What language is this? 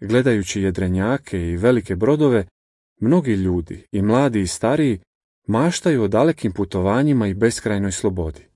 Croatian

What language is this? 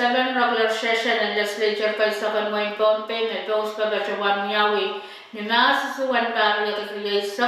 Pohnpeian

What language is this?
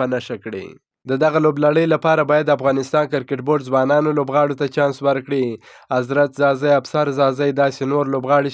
Pashto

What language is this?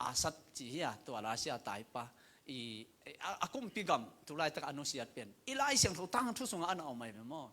Tedim Chin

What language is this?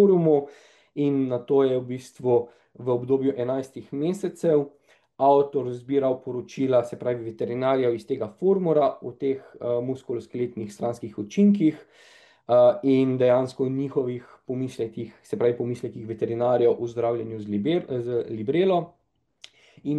Slovenian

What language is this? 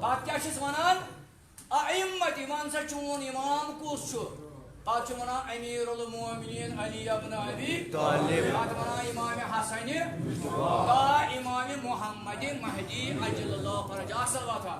Kashmiri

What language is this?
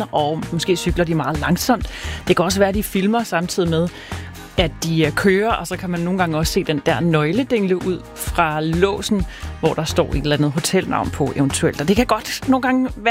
Danish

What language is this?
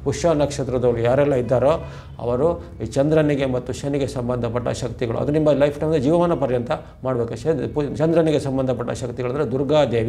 Kannada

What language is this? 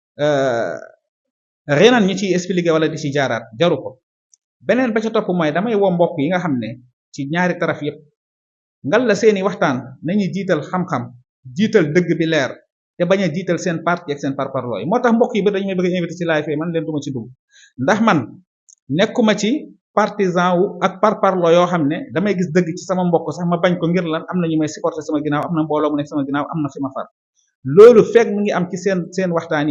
Wolof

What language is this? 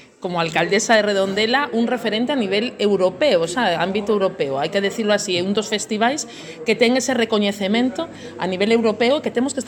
Galician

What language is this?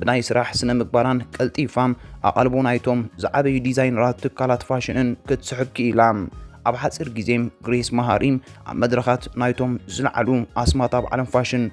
Tigrinya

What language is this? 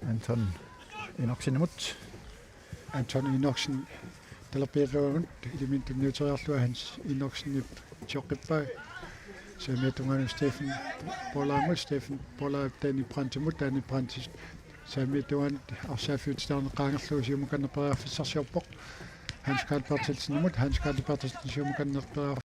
Kalaallisut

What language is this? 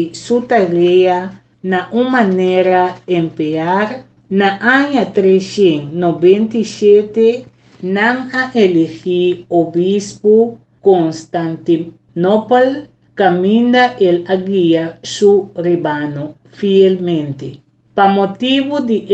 Papiamento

